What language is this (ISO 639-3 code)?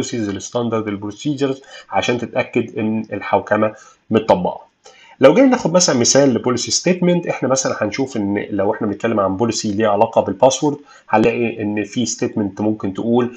arz